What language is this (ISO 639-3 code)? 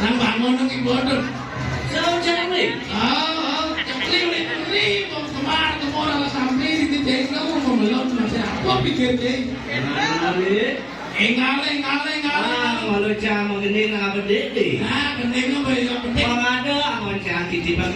ban